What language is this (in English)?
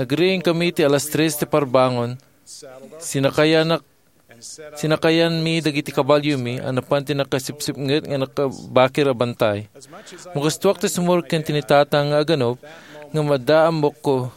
Iloko